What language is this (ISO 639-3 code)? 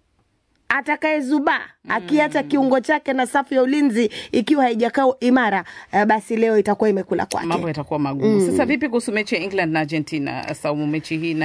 swa